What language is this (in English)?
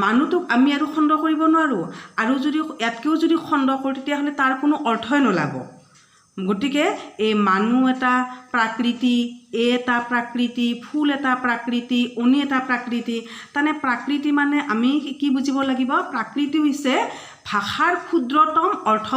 Assamese